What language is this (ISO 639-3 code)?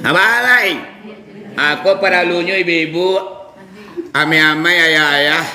min